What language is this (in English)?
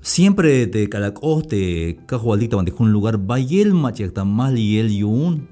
Tzeltal